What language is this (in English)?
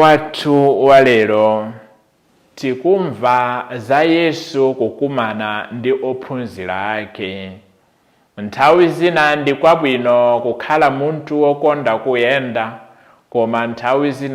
Nyanja